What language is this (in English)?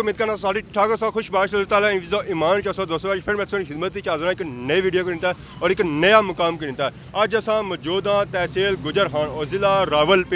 Pahari-Potwari